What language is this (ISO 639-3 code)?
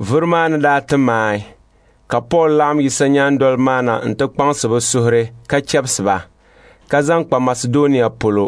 dag